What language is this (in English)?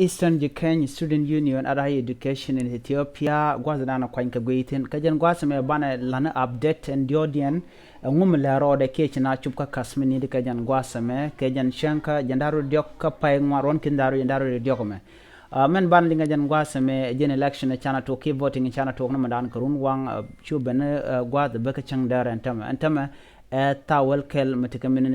Nuer